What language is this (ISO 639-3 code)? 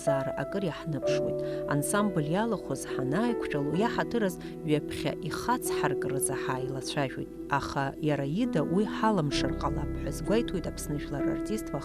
abk